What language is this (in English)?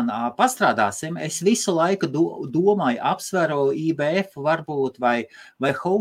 Latvian